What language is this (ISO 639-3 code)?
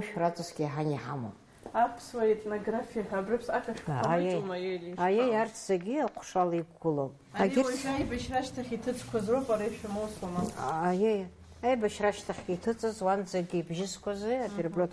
abk